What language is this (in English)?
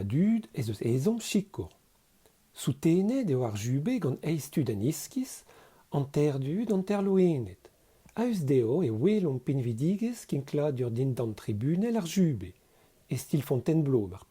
Breton